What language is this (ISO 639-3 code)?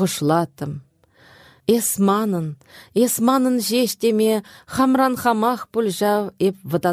chv